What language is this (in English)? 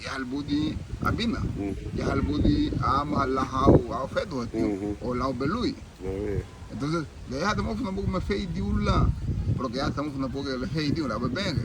Garifuna